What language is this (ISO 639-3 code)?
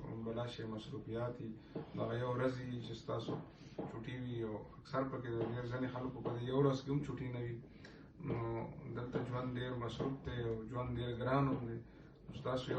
pus